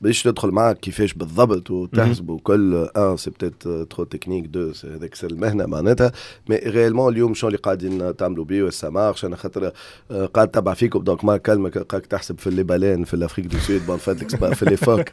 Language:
Tunisian Arabic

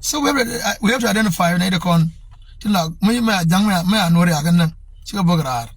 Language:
Nuer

